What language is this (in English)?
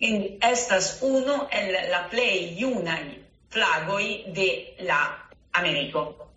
Esperanto